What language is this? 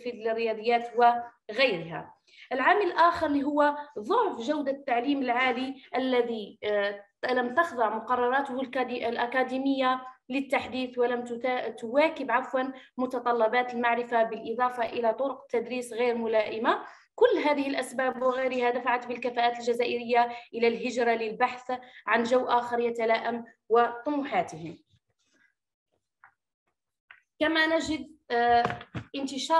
Arabic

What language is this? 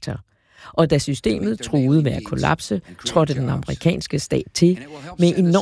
Danish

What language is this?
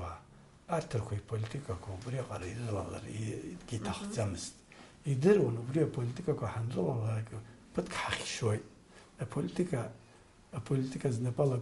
Abkhazian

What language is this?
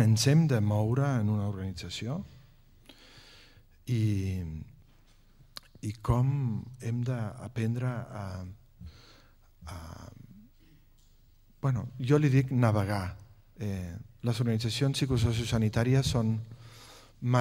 Catalan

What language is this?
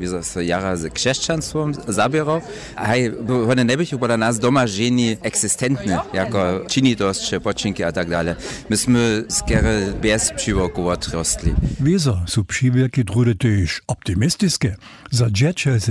Upper Sorbian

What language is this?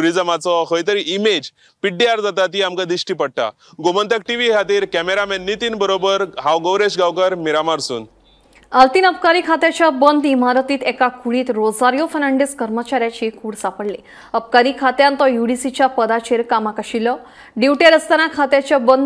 Konkani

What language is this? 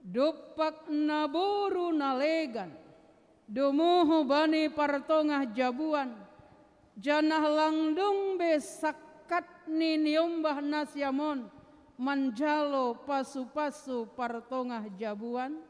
Batak Simalungun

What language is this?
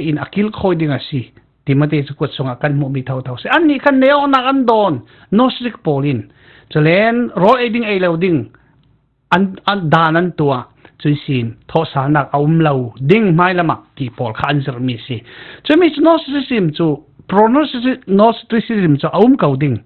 Falam Chin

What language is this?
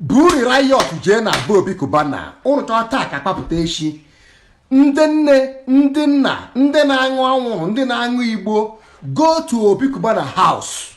Igbo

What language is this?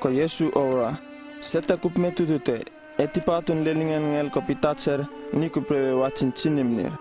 Uripiv-Wala-Rano-Atchin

